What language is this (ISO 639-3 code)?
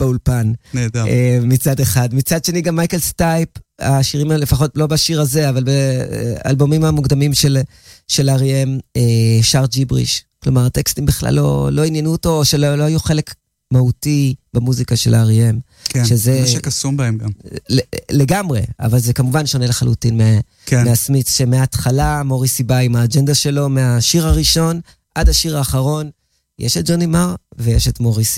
heb